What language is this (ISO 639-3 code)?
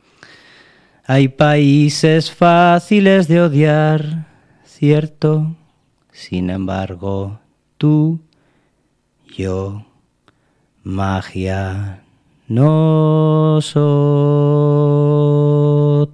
eus